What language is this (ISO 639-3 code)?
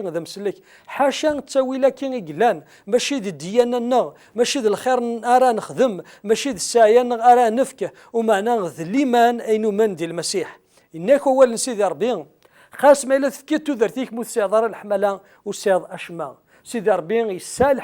kab